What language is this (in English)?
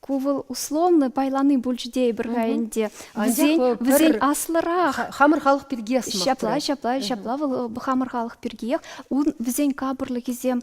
Chuvash